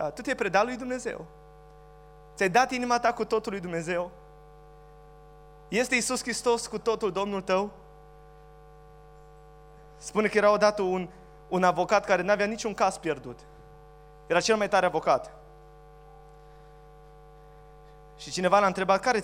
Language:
Romanian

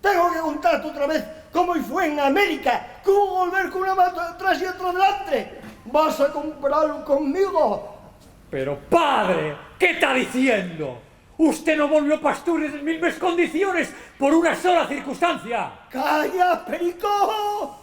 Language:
Asturian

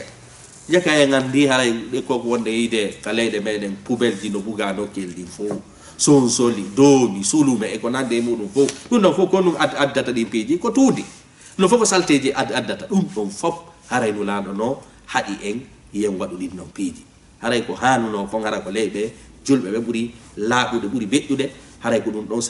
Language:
Fula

